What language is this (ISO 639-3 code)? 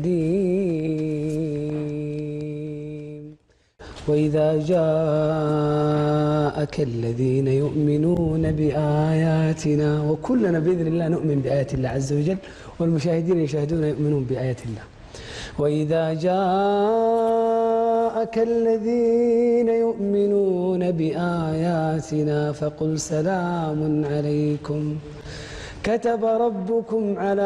ara